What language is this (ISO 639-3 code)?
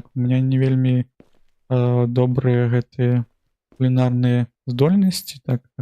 bel